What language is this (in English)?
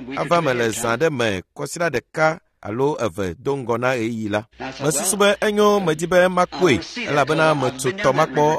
Ewe